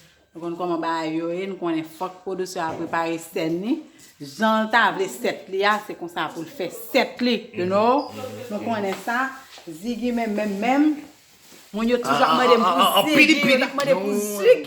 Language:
Haitian Creole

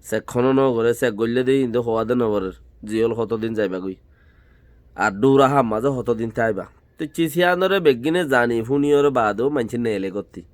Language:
Rohingya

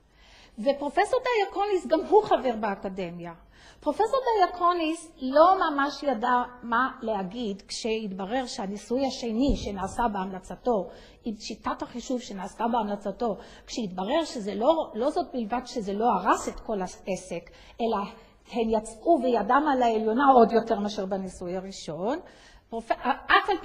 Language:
Hebrew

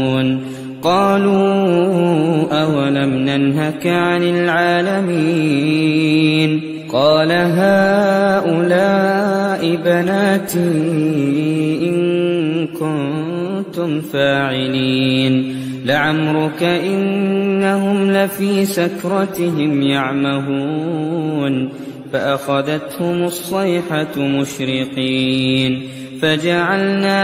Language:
Arabic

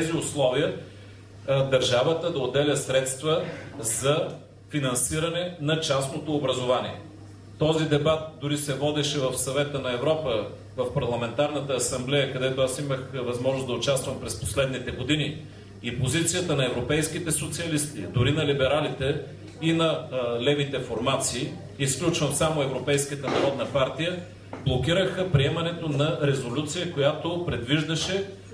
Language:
Bulgarian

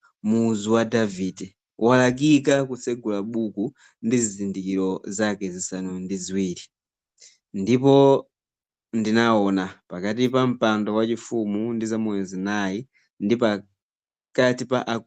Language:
Nyanja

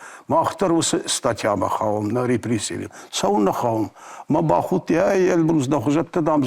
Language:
Ossetic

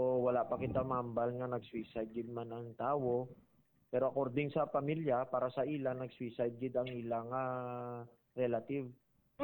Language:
Hiligaynon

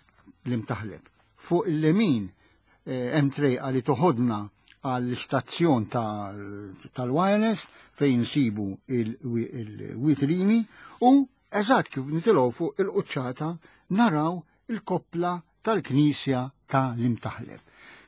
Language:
Maltese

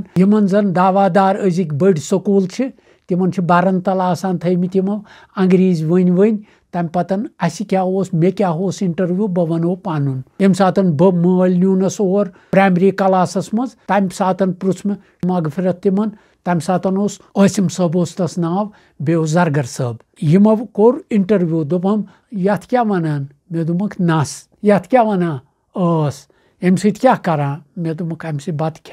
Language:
Kashmiri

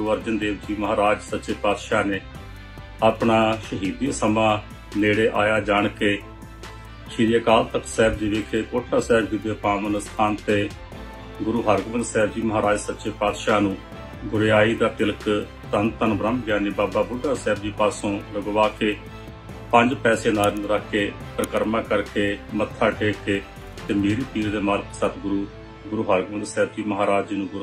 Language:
Punjabi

